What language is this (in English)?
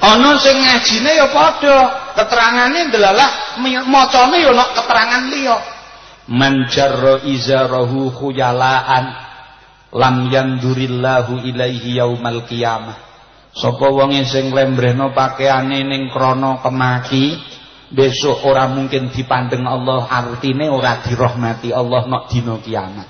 Javanese